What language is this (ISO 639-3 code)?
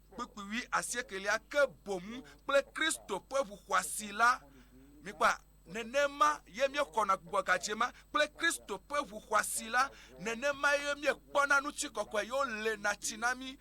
ewe